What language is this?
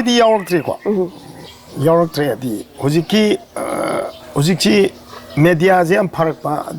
Manipuri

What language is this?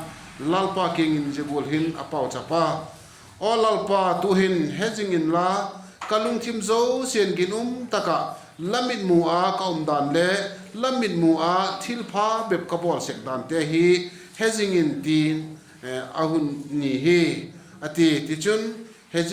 Vaiphei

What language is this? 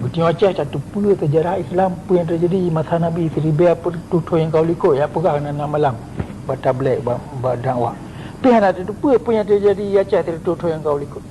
Achinese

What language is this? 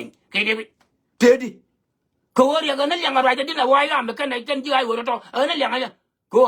Nuer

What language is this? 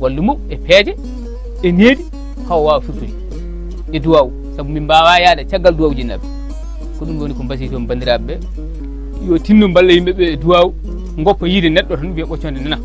Fula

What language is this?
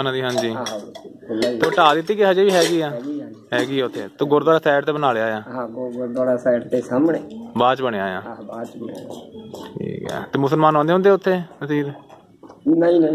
Punjabi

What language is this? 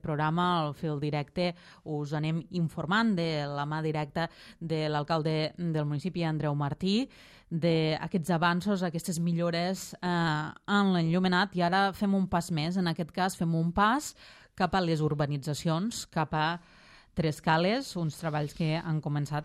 Catalan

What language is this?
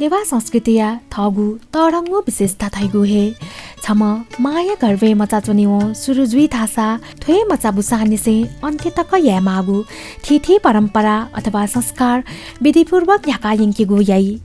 Newari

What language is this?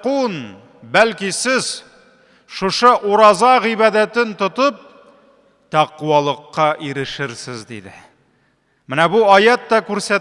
Tatar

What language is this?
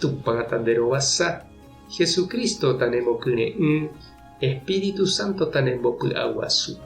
Guarani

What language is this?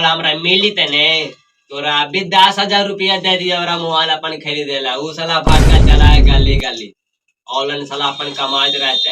Magahi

